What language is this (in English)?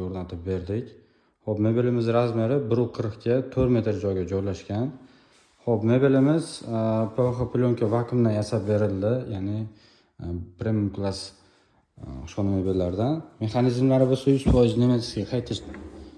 Uzbek